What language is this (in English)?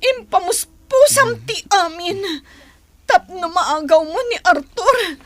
Iloko